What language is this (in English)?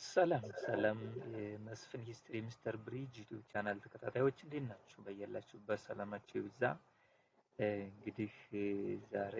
Amharic